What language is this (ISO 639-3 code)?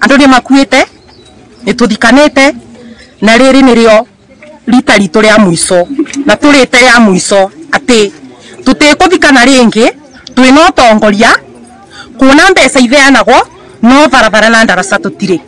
kik